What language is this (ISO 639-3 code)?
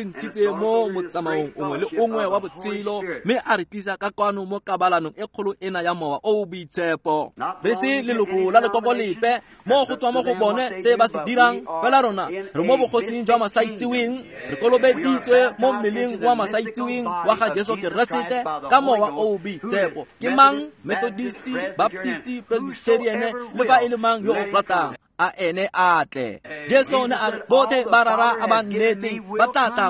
tsn